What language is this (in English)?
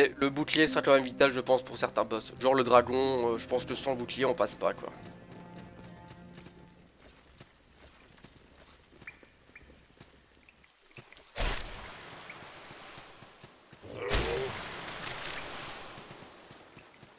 French